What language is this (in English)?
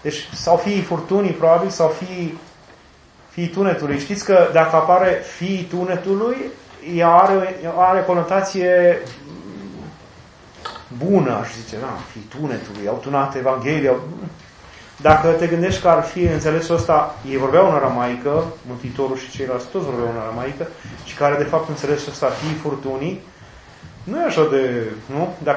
Romanian